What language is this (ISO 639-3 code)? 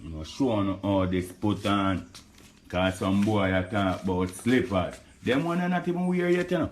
jam